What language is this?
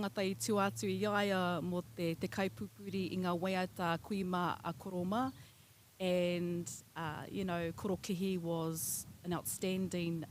Māori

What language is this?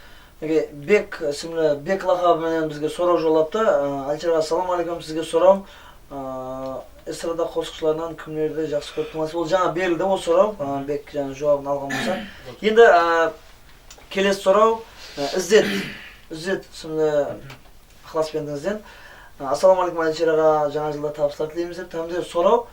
Kara-Kalpak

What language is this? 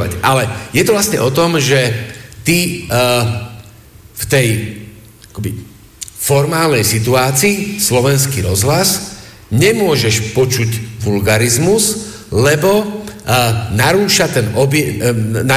Slovak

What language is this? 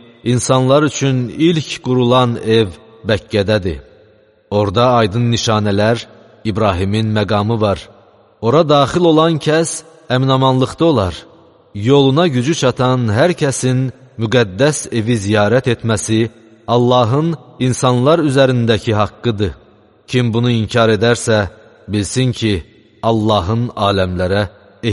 Azerbaijani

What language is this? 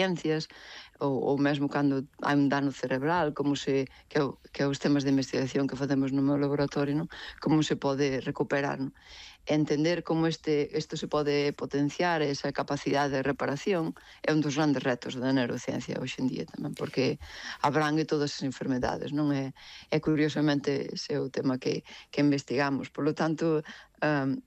Galician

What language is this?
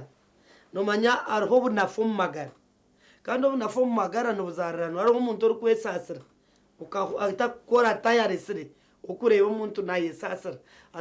Nyankole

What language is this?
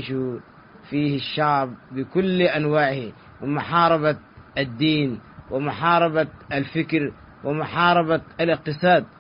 Tigre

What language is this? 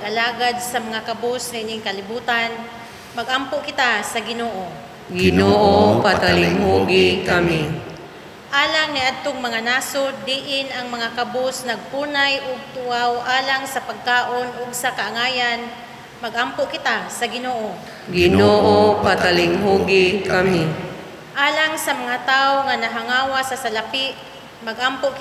Cebuano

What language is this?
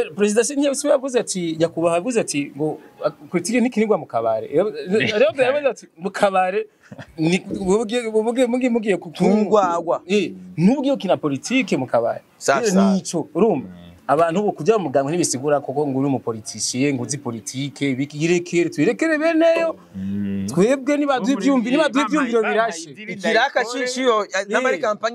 Rundi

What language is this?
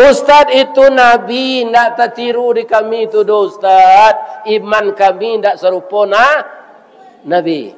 Minangkabau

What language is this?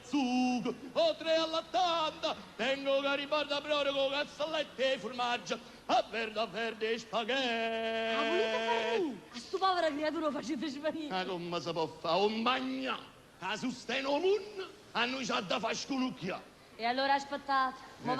Neapolitan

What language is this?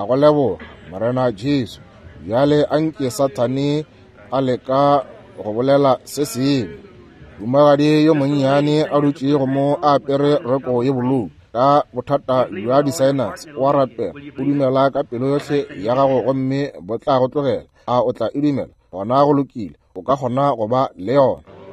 Northern Sotho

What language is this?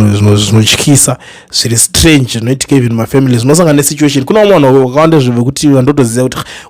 Shona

